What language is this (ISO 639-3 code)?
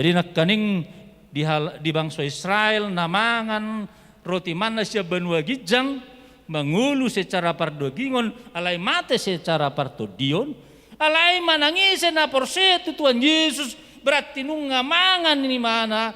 bbc